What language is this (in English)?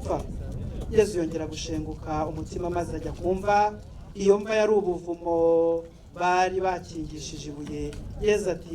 Kinyarwanda